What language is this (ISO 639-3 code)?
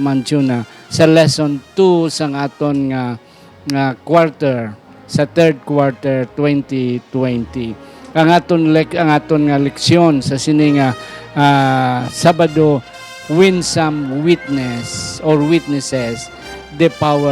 hil